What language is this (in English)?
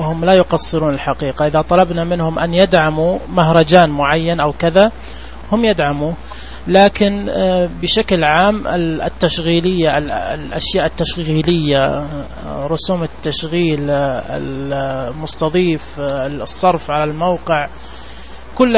Najdi Arabic